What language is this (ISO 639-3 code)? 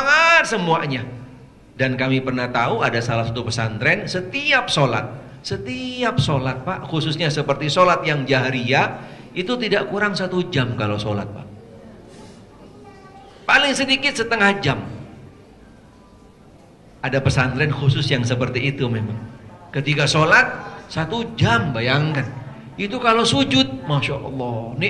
ind